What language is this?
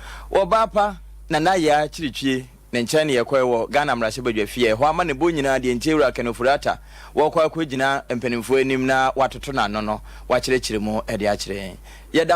Akan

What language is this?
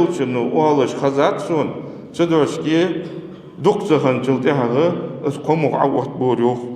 Ingush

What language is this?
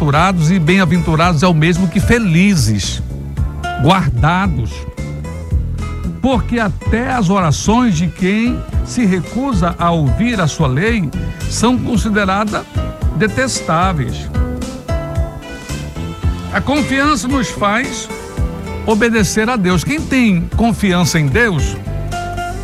Portuguese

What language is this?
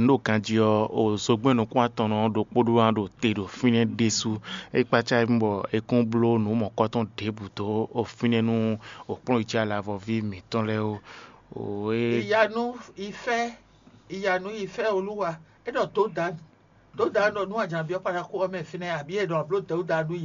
Fon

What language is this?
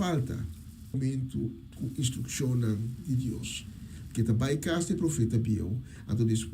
Papiamento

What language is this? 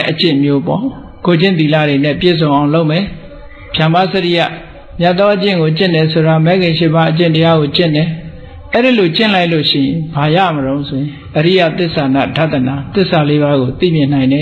Burmese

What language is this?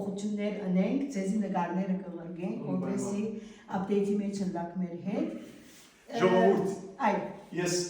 Western Armenian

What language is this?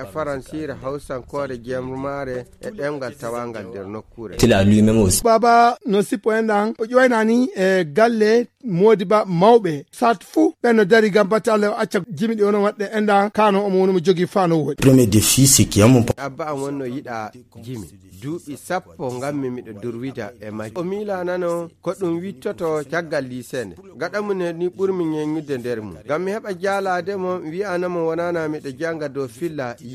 Fula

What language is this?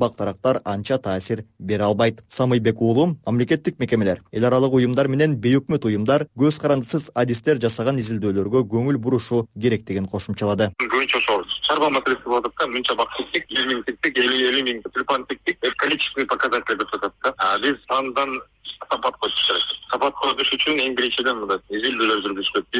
Kyrgyz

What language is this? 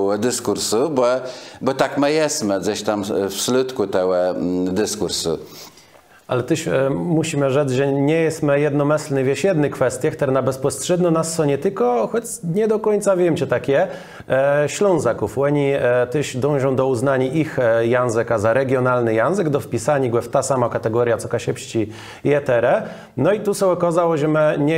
Kashubian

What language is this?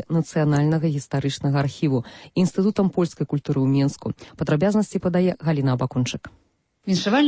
Belarusian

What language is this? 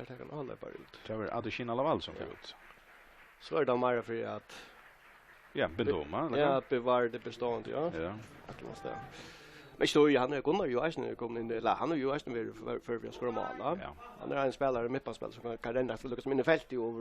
Faroese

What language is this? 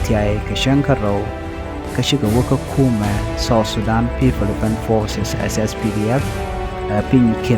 Nuer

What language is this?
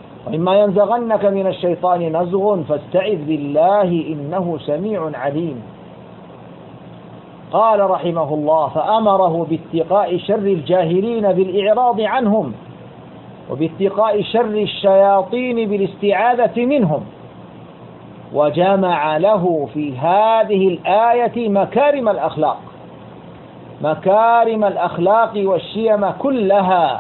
Arabic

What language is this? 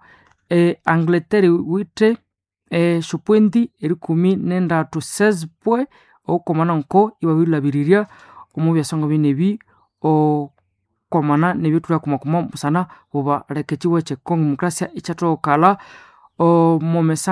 Nande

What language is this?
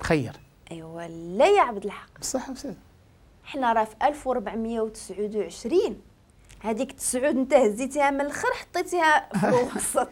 Moroccan Arabic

